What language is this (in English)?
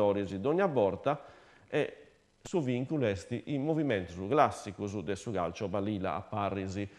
Sardinian